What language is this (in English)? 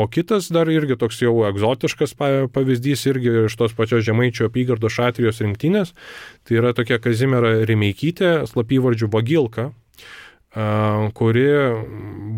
Lithuanian